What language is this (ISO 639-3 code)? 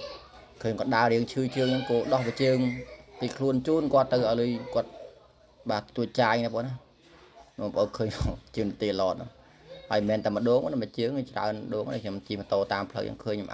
khm